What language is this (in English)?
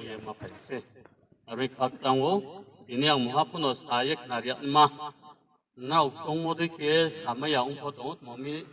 Riang (India)